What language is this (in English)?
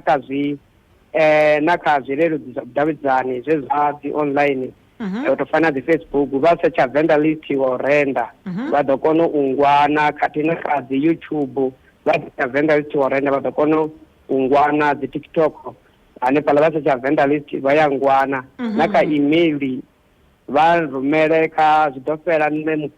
Venda